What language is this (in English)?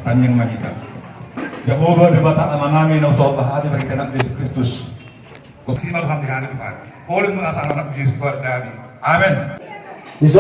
Batak Toba